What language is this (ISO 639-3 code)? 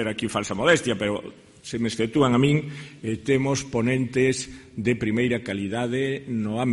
glg